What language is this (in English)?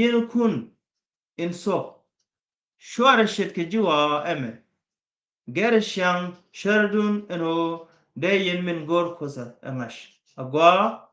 Nuer